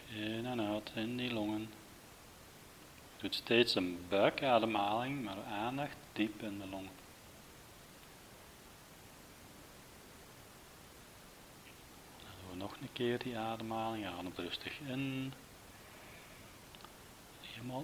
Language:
Dutch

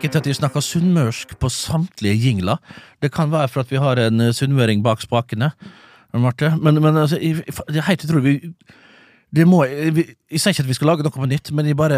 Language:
Norwegian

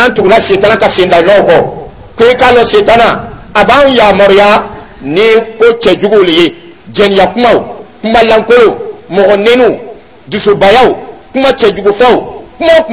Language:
Dyula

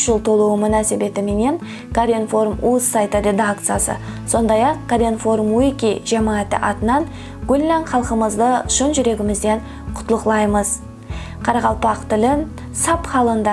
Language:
Kara-Kalpak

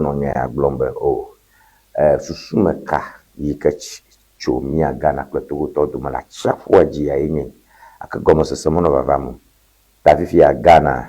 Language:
Ewe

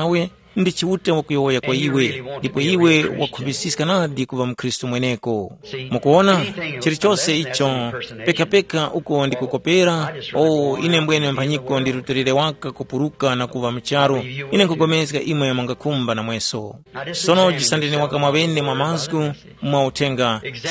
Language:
Tumbuka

